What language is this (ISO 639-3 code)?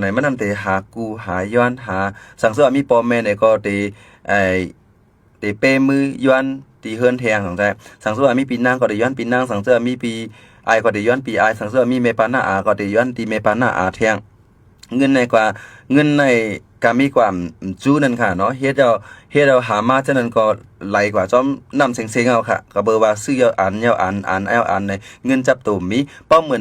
shn